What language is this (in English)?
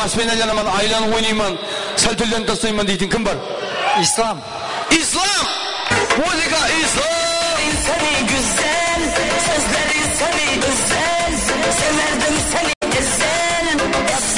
Kara-Kalpak